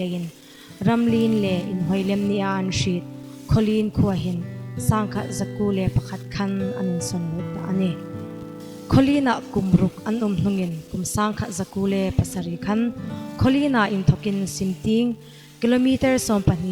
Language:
Hmar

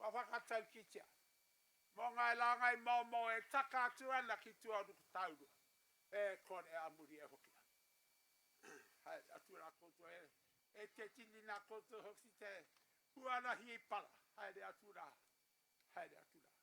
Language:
Māori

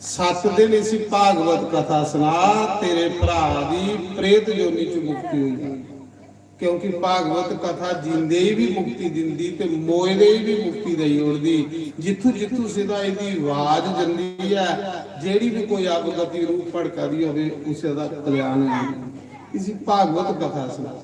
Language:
Dogri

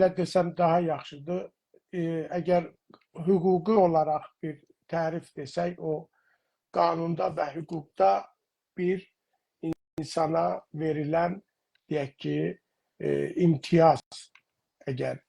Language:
South Azerbaijani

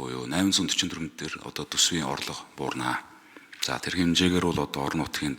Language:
Mongolian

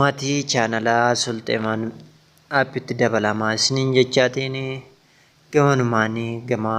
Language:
Oromo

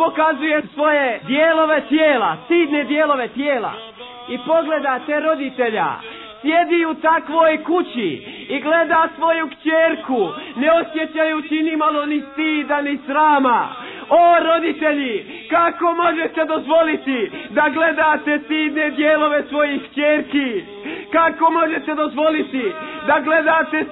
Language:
Bosnian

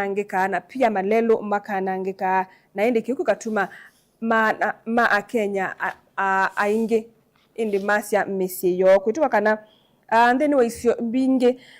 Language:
Kamba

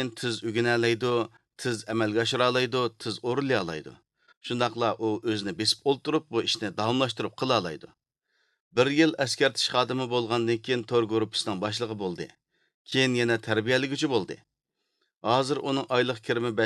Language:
Uyghur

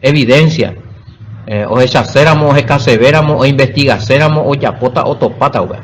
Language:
Guarani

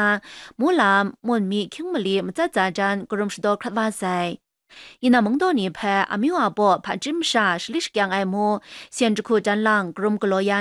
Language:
Kachin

